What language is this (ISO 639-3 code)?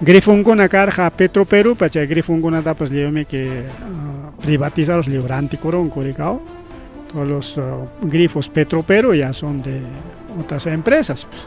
quy